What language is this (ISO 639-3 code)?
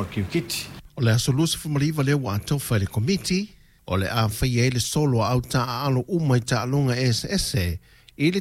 smo